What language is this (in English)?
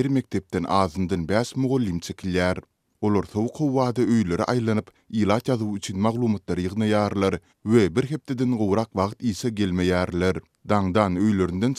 Turkmen